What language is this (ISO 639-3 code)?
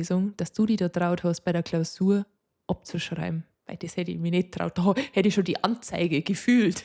bar